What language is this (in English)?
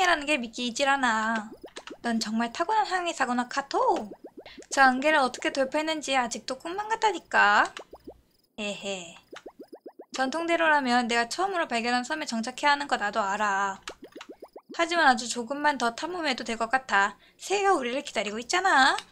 Korean